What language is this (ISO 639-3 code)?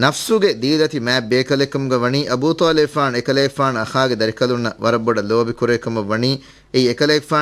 div